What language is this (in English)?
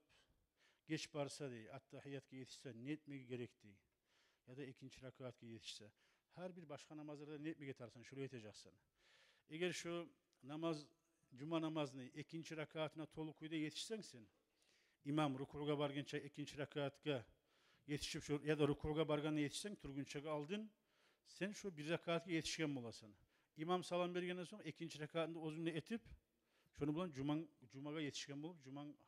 Kumyk